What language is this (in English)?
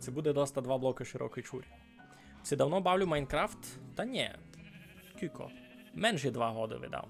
Rusyn